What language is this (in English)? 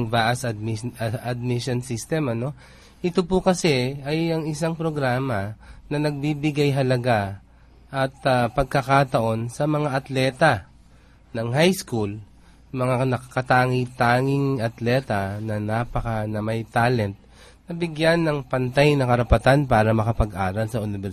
Filipino